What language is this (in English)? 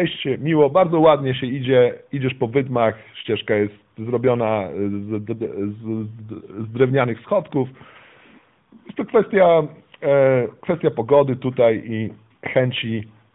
Polish